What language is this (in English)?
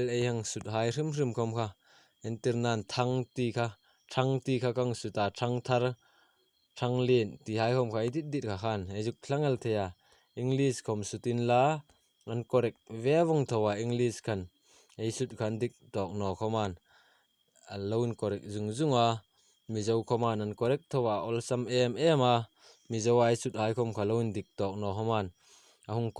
Hmar